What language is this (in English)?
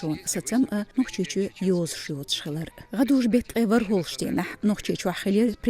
Chechen